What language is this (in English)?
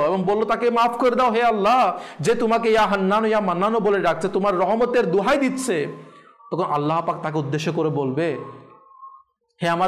Bangla